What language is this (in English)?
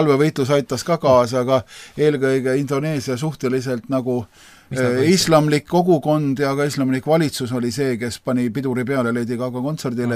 Estonian